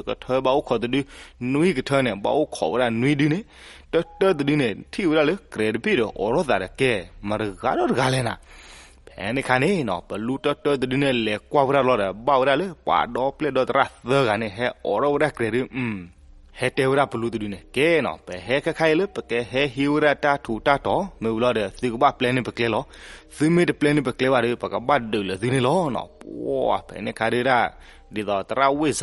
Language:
S'gaw Karen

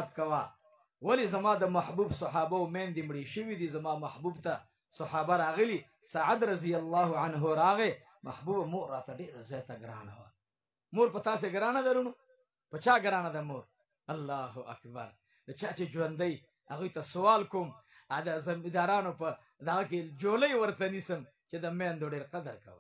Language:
Pashto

